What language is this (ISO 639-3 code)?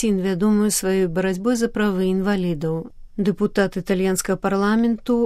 bel